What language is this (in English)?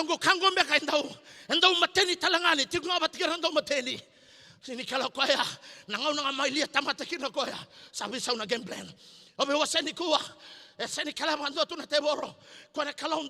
Fijian